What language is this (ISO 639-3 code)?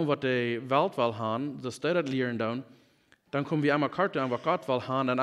pdt